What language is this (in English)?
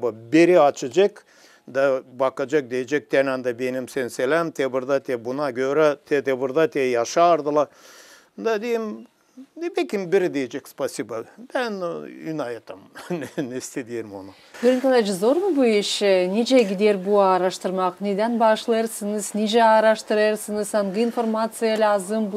Gagauz